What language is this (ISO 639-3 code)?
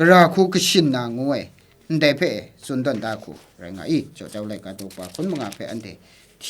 kac